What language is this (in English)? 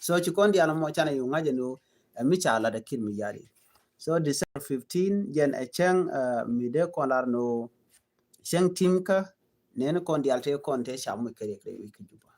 Nuer